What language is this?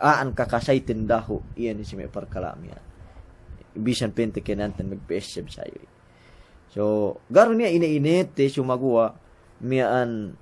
Yakan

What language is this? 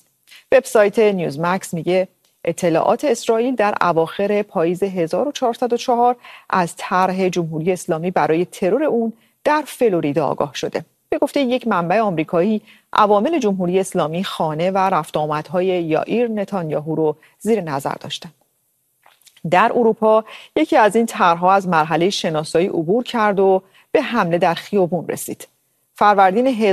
Persian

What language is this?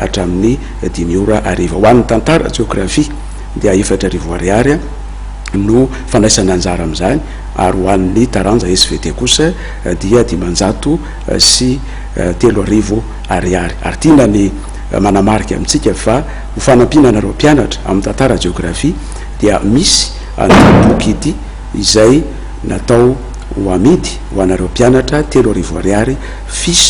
Malagasy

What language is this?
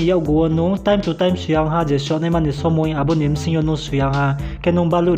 Riang (India)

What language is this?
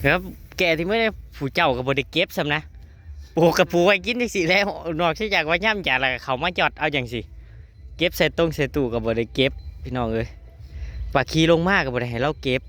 Northeastern Thai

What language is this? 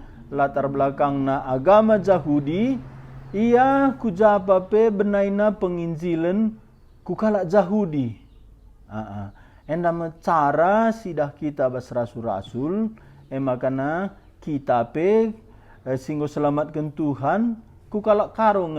Batak Karo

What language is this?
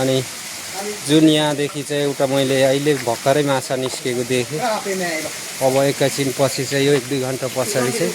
Nepali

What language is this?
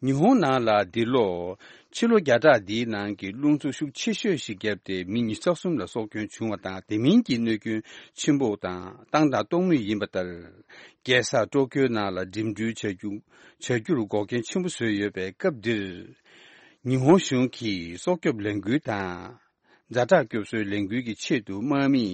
Tibetan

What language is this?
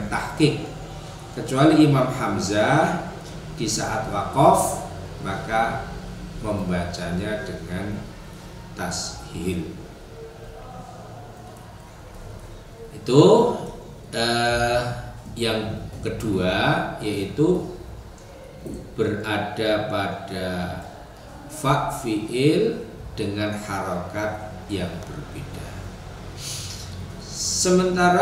Indonesian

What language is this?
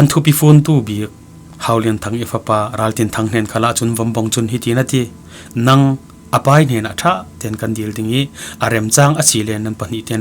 Falam Chin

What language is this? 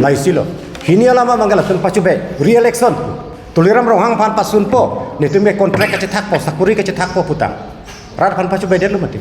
Karbi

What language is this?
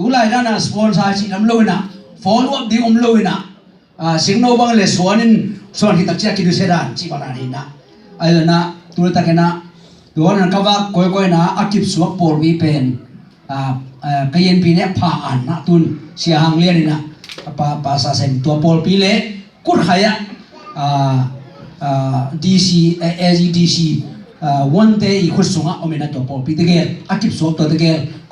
Tedim Chin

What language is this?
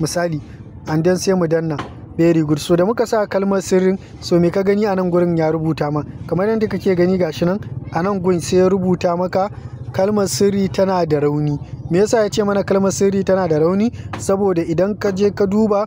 Hausa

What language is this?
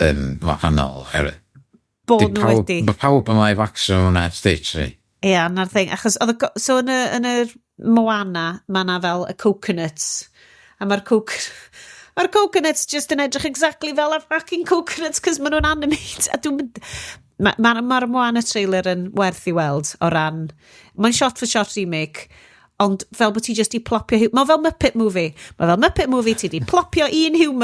Welsh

